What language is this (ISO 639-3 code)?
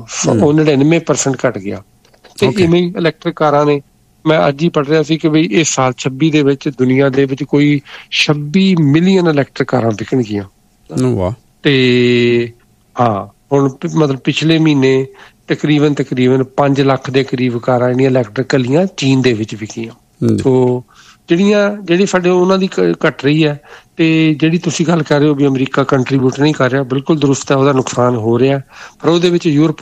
pan